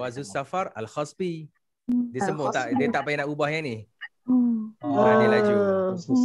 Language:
Malay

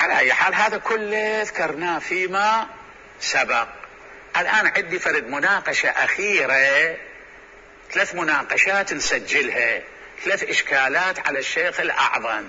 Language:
Mesopotamian Arabic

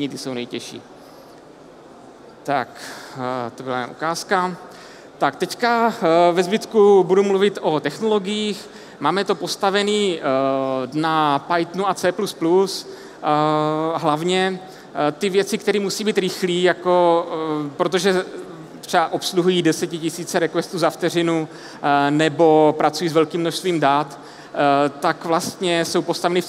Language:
Czech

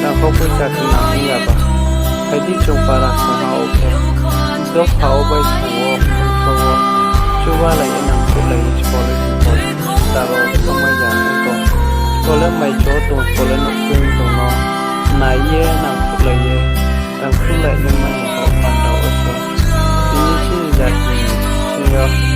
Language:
Riang (India)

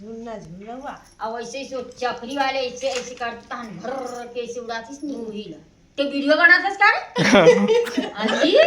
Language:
Chhattisgarhi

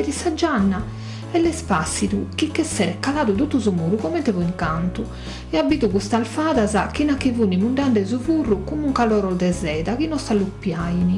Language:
Sardinian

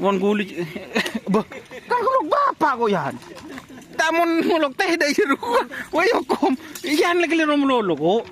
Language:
Madurese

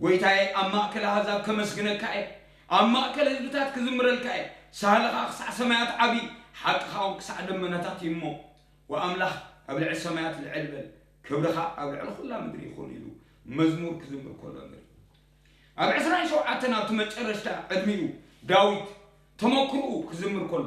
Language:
Tigrinya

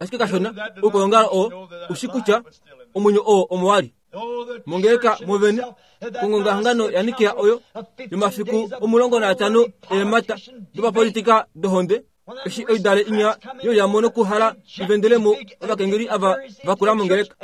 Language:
Kuanyama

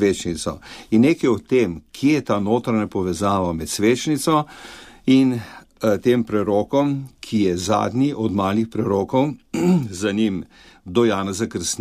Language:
Slovenian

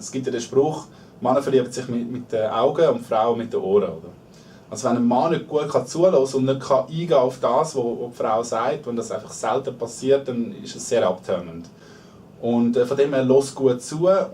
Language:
Swiss German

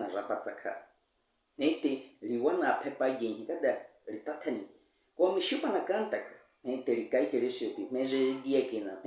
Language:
Baniwa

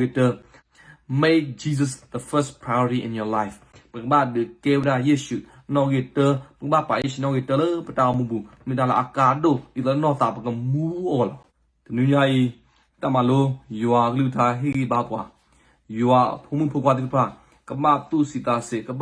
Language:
S'gaw Karen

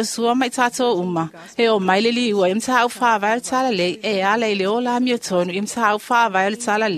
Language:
Samoan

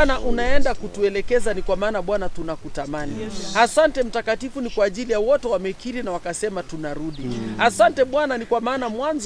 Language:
Swahili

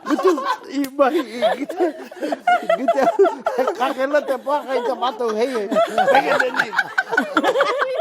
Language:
Māori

